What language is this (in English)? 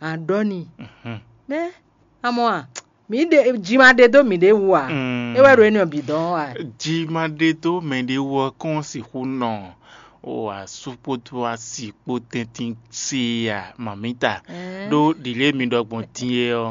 Fon